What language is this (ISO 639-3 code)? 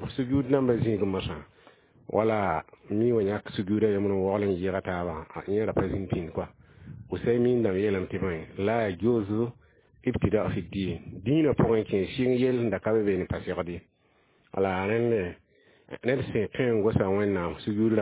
mos